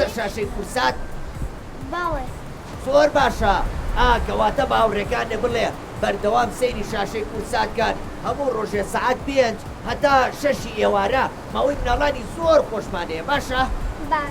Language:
Central Kurdish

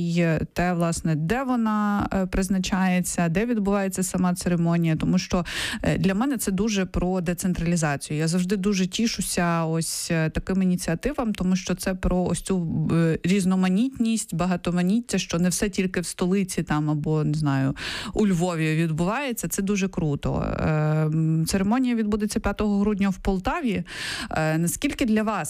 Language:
Ukrainian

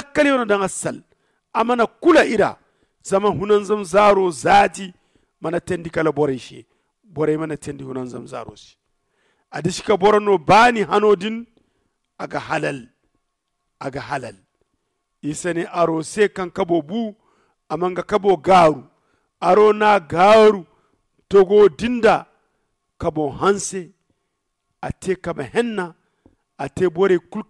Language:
Zarma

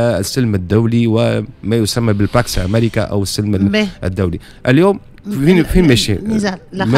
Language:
Tunisian Arabic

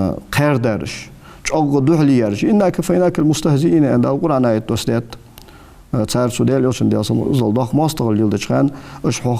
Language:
Ingush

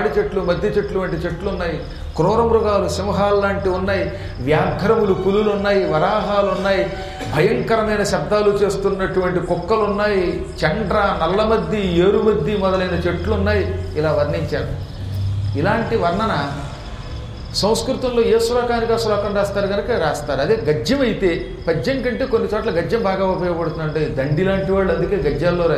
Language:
Telugu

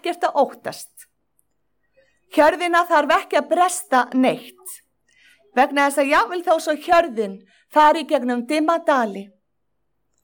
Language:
Icelandic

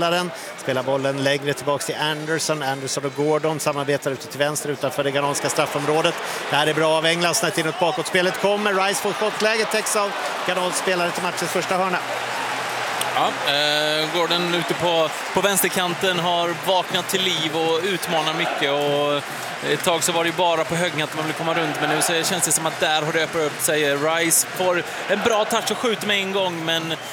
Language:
Swedish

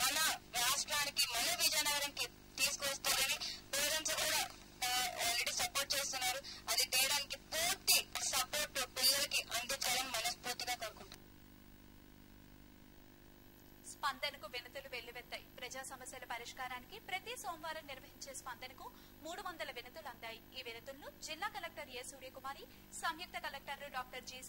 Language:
Telugu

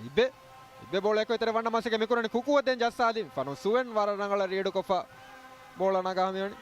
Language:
Divehi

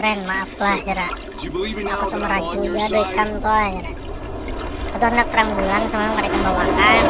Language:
Banjar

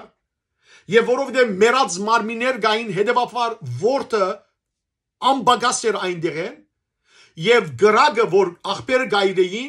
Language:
Western Armenian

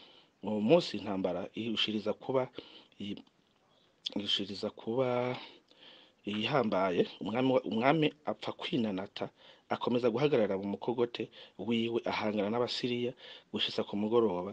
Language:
Rundi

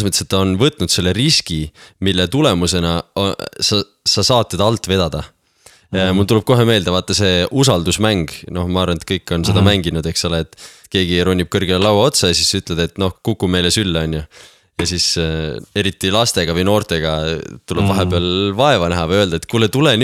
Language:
Estonian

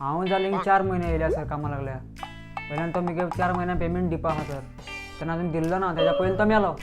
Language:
Konkani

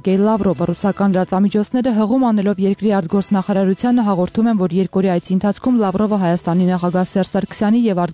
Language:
Armenian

